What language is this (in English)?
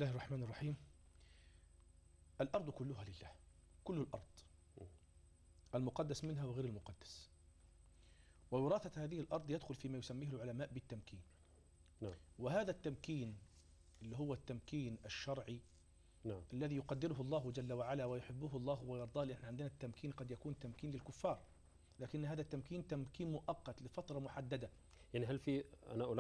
Arabic